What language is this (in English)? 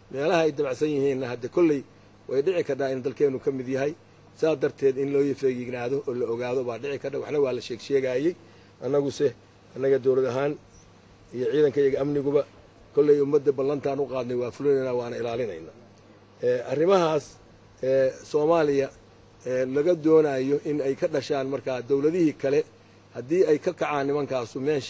Somali